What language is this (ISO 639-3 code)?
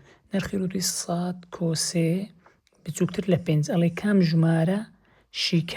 ckb